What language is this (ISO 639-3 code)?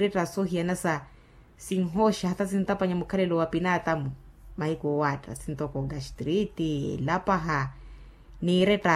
vmw